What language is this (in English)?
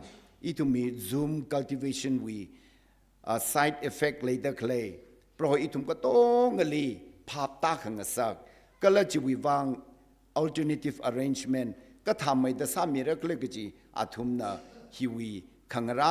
Tangkhul Naga (India)